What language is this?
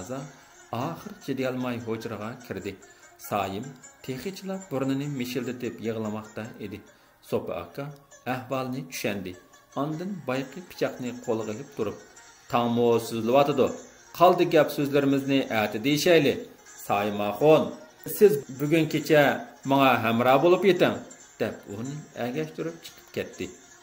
Uyghur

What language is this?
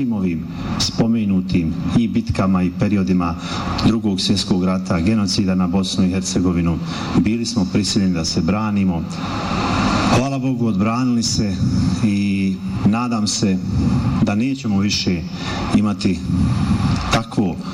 Bosnian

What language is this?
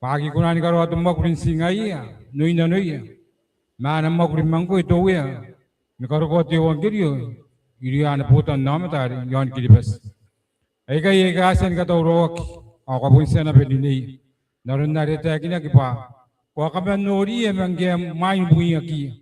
Gilbertese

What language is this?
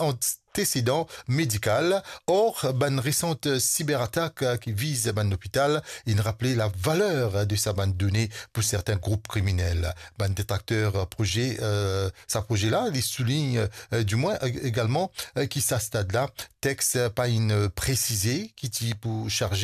Morisyen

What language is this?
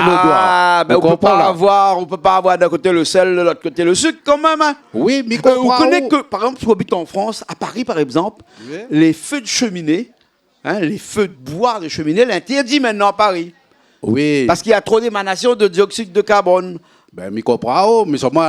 Réunion Creole French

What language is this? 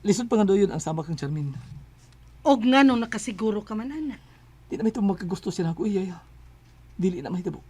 Cebuano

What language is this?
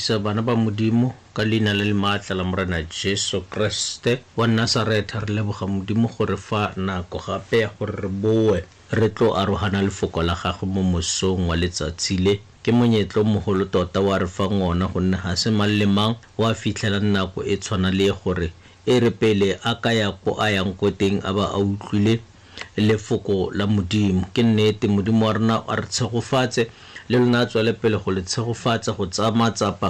Tswana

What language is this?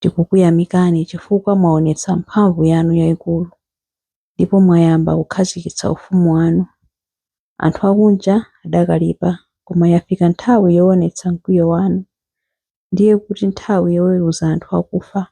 Nyanja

